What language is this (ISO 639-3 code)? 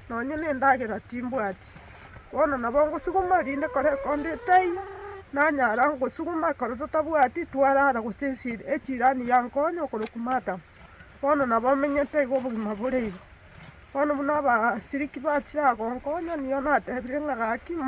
guz